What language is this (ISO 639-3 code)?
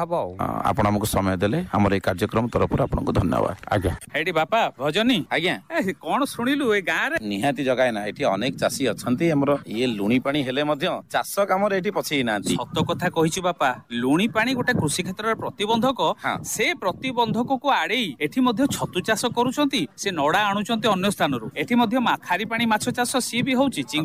ori